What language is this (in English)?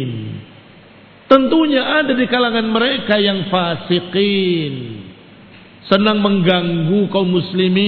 Indonesian